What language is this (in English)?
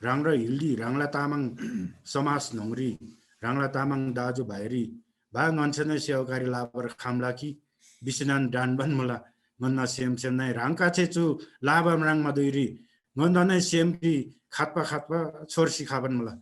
Eastern Tamang